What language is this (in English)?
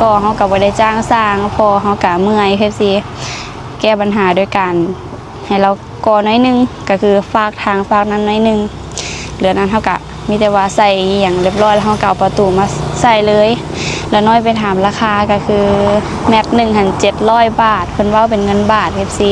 Lao